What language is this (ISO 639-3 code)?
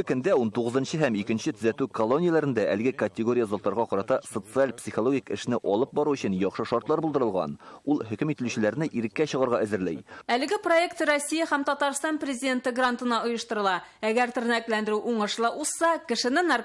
tat